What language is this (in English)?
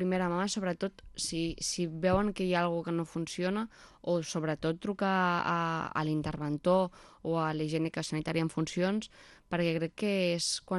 Catalan